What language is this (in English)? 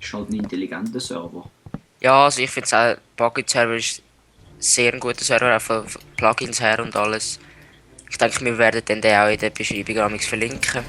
Swiss German